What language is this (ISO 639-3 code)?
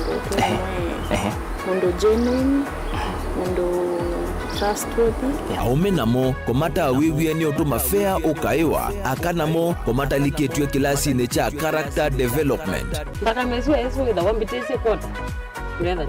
kam